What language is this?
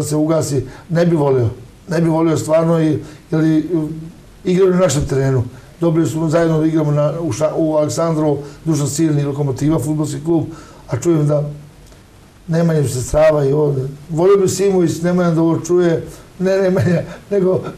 Serbian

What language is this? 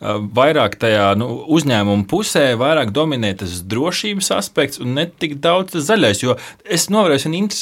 Latvian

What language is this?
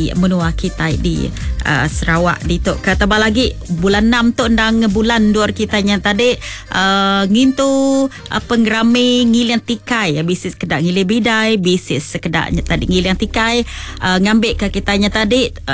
Iban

